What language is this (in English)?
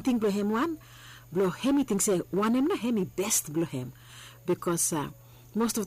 Bislama